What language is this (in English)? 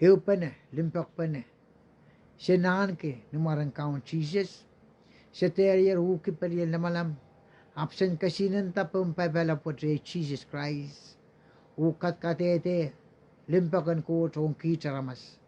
Pohnpeian